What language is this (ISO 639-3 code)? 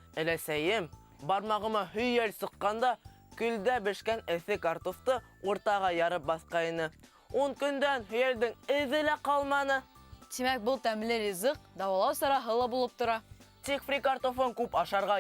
bak